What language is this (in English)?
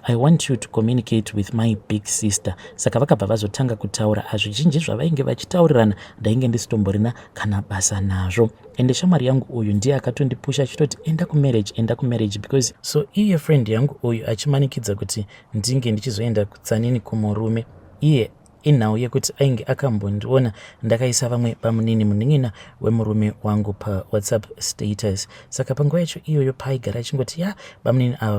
Shona